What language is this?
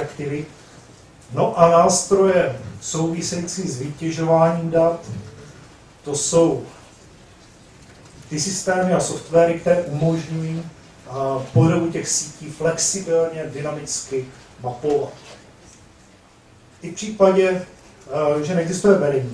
Czech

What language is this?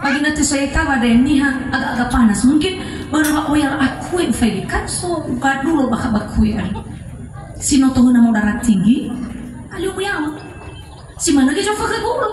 Nias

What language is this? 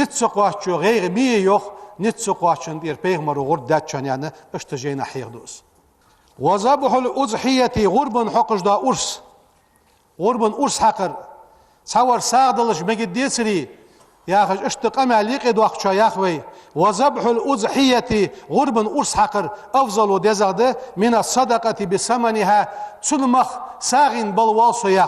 Ingush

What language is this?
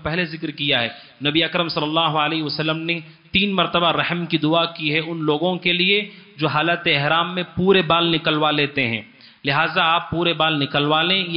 Urdu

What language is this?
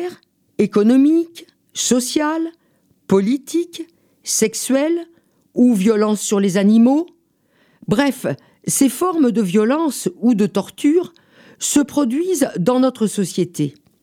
French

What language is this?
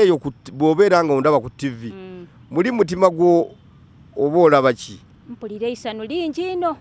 Ganda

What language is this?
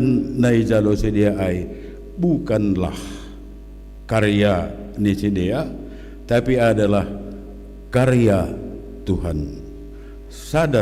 Batak Simalungun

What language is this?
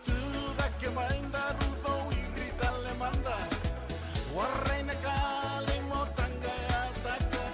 Fijian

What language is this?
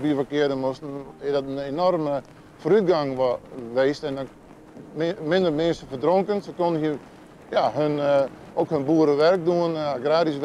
Western Frisian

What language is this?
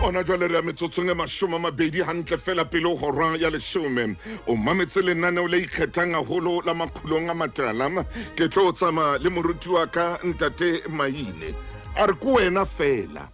Southern Sotho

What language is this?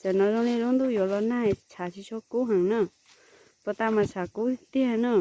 Hmong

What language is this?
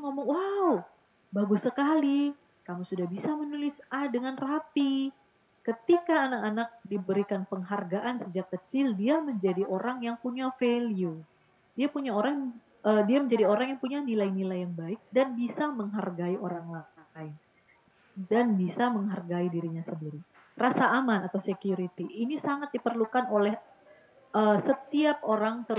Indonesian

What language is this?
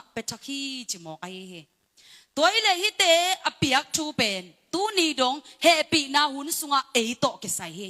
Tedim Chin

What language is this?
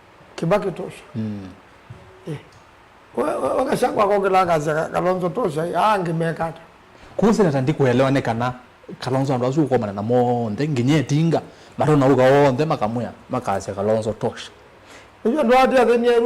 Kamba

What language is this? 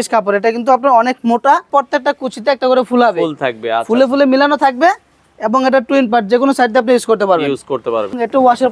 Bangla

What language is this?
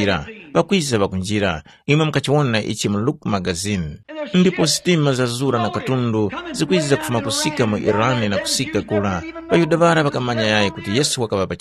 Tumbuka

